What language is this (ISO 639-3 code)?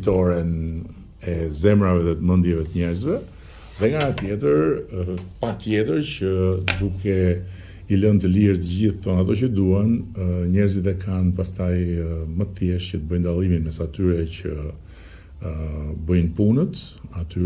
sqi